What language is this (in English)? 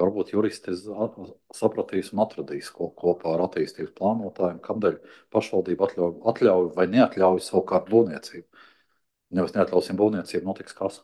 Latvian